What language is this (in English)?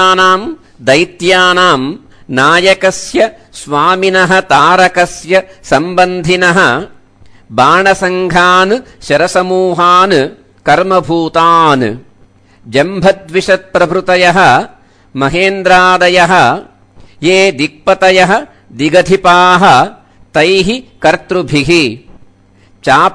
Sanskrit